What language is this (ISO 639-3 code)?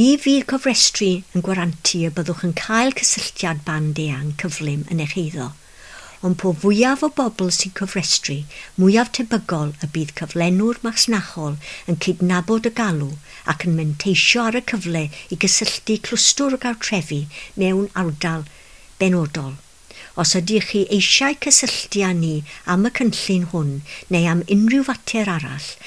cym